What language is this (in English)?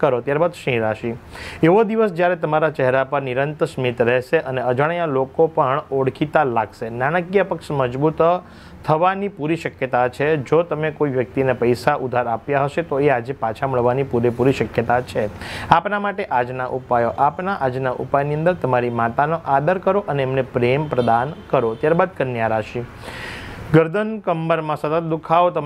Gujarati